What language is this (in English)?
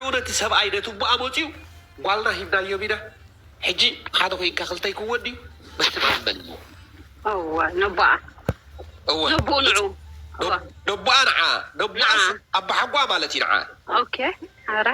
Tigrinya